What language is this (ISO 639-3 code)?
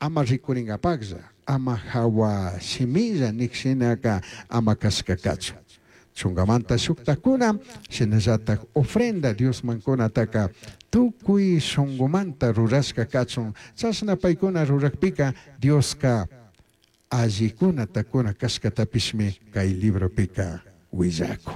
qug